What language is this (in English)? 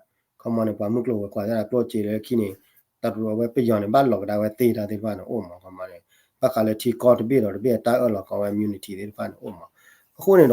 S'gaw Karen